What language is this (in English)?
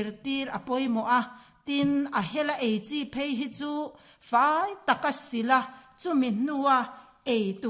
Mizo